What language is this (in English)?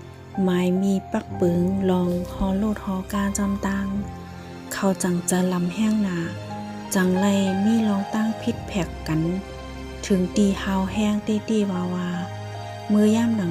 Shan